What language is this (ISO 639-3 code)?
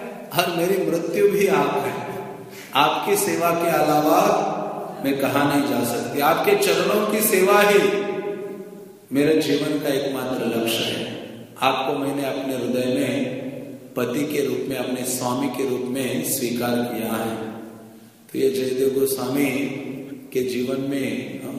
hin